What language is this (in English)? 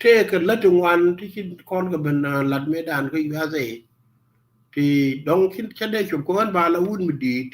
Nuer